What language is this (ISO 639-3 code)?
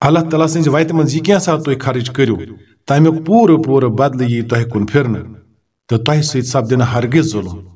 kas